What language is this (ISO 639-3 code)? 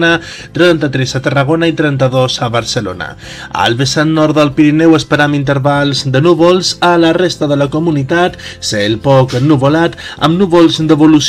cat